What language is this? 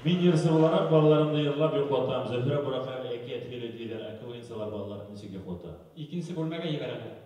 Bashkir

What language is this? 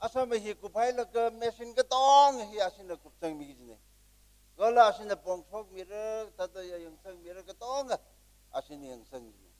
Tangkhul Naga (India)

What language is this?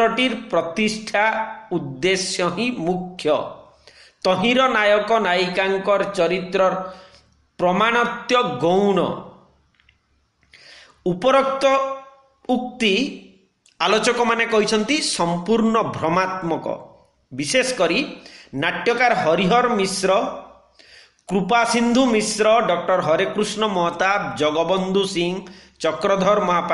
Odia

